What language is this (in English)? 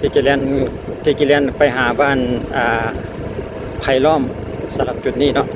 Lao